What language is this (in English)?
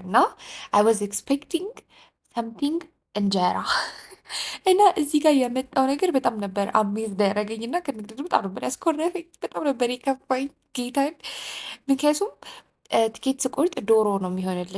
Amharic